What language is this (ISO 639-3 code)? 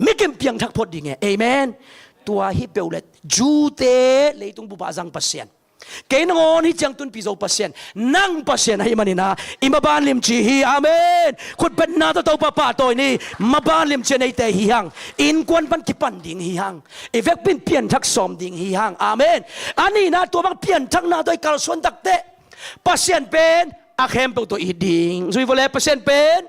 ctd